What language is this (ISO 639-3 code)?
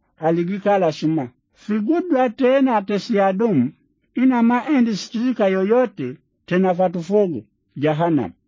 swa